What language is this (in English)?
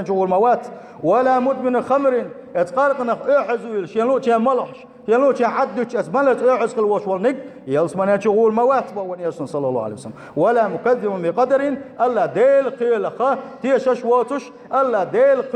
Chechen